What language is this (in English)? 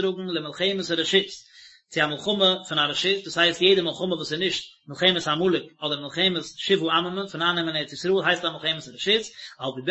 Yiddish